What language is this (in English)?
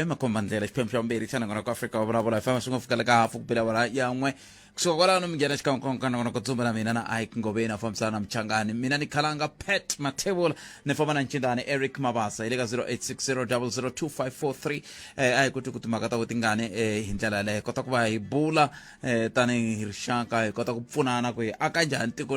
Tsonga